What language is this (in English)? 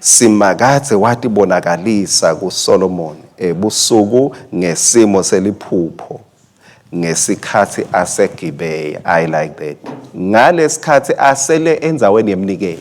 Swati